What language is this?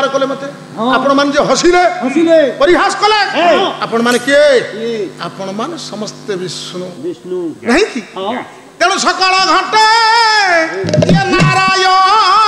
Odia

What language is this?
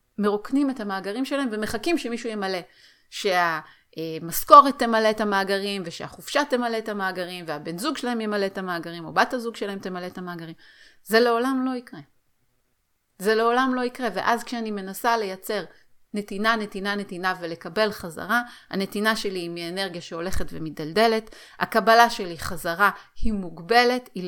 Hebrew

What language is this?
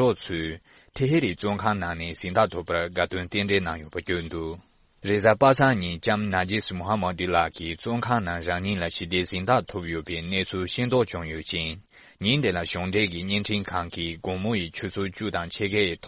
Tibetan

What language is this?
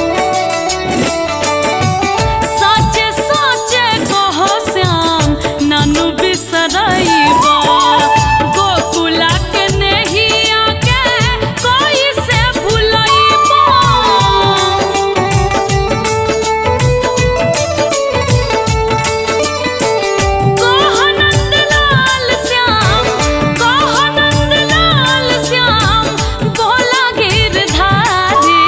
Bhojpuri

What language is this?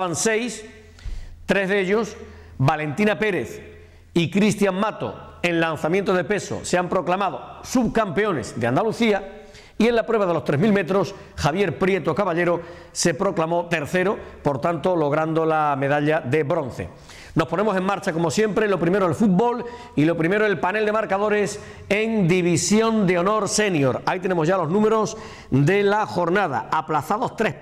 Spanish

